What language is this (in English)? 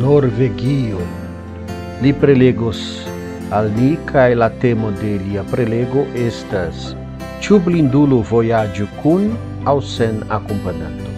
Esperanto